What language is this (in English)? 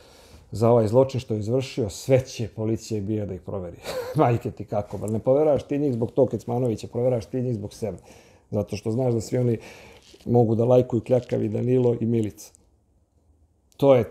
Serbian